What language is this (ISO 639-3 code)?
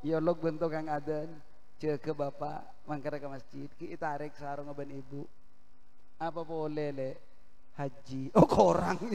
mad